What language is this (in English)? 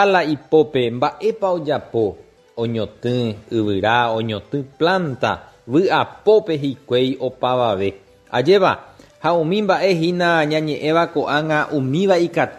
Guarani